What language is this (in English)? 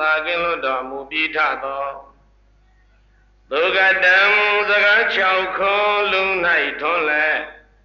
Burmese